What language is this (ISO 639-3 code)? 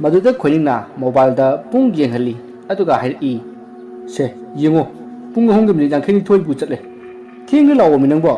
mni